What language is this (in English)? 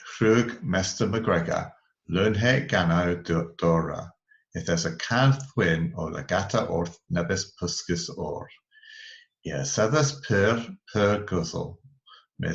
Cornish